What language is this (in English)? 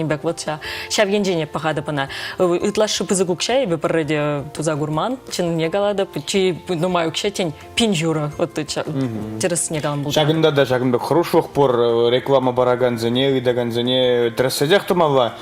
Chuvash